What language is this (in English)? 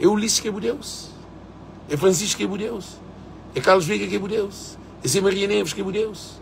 Kabuverdianu